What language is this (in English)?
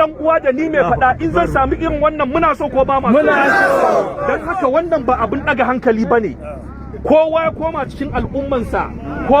Hausa